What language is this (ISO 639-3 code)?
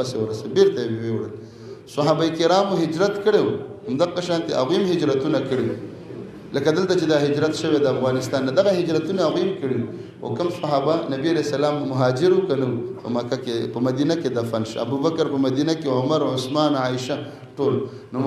pus